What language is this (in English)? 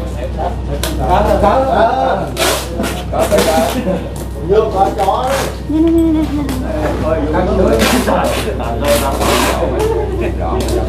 Vietnamese